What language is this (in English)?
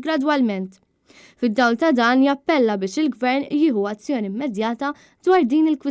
Maltese